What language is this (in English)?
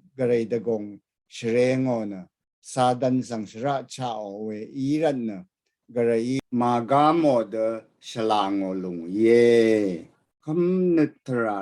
Rawang